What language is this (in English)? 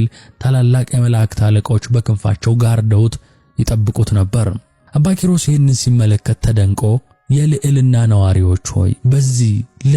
Amharic